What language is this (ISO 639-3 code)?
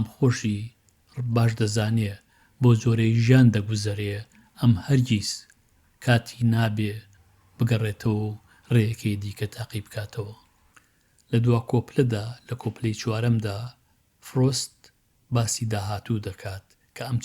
ckb